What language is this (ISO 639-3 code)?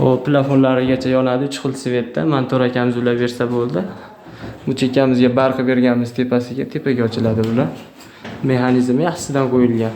uzb